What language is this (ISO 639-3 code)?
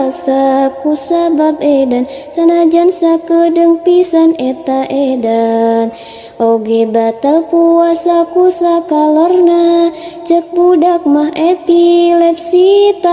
sun